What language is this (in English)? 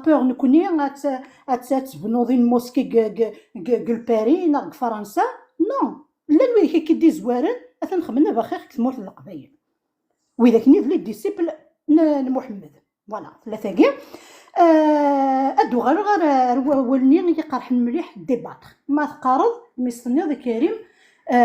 Kabyle